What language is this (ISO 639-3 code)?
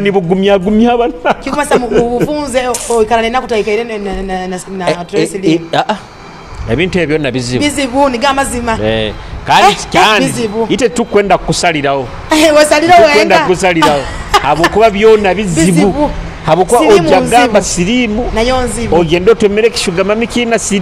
nyo